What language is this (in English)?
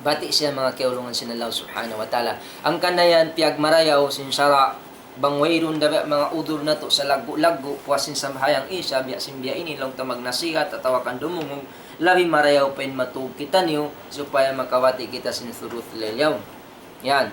Tausug